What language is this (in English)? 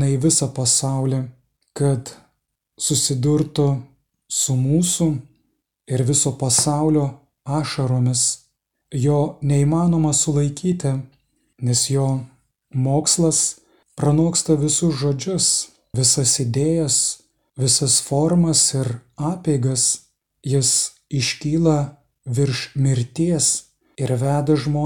Lithuanian